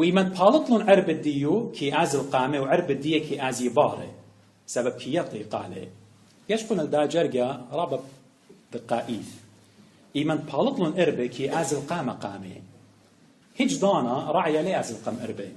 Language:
Assyrian Neo-Aramaic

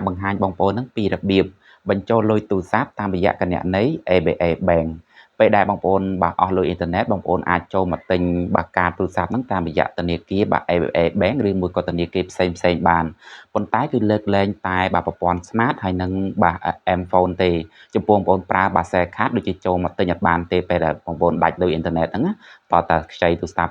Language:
Khmer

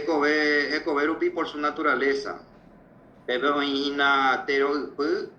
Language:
Guarani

